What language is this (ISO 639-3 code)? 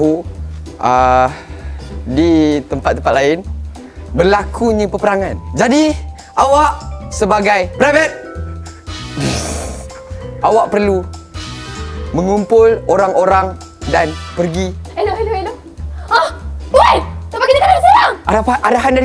msa